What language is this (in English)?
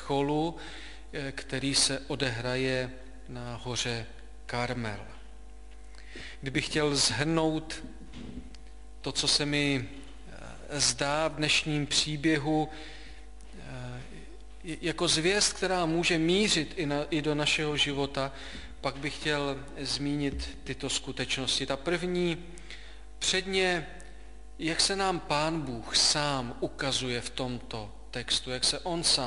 Czech